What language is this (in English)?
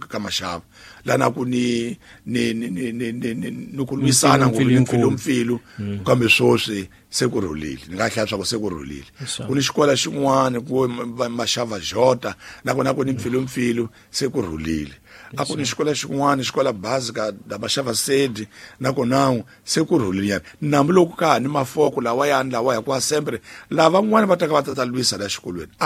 Tsonga